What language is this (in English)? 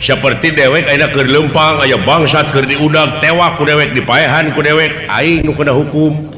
Sundanese